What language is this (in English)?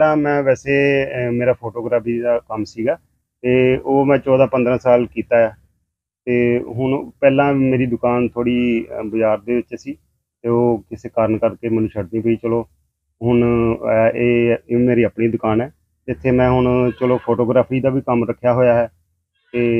Punjabi